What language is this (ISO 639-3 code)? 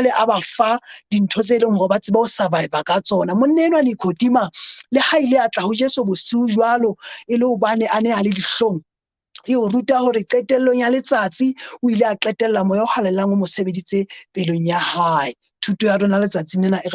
sot